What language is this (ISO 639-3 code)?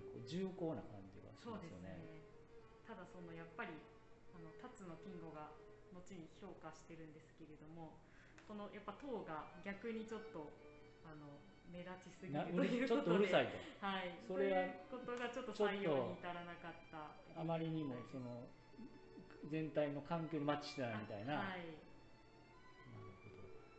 jpn